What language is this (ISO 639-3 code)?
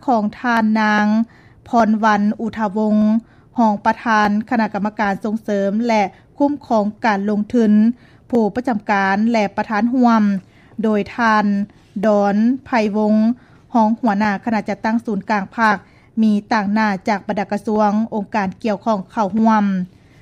lao